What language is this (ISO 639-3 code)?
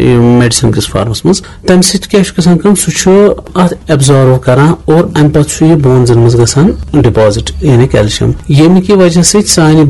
kas